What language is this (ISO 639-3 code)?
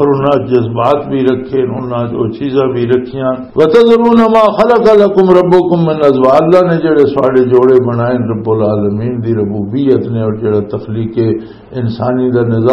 lah